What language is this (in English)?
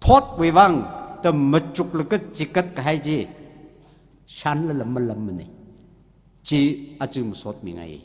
Tangkhul Naga (India)